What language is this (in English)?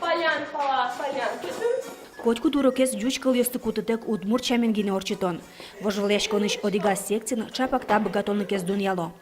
Udmurt